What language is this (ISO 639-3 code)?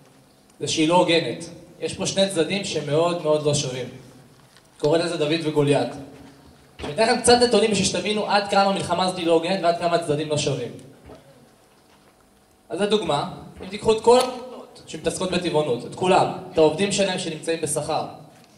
heb